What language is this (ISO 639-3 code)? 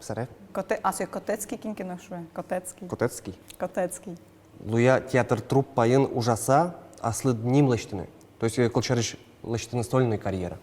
udm